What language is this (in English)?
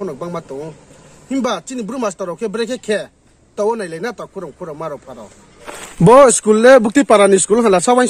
Riang (India)